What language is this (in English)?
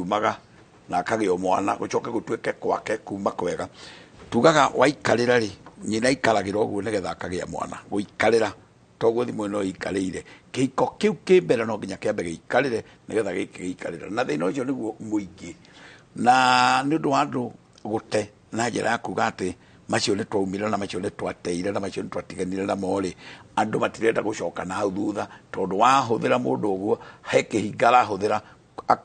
Kikuyu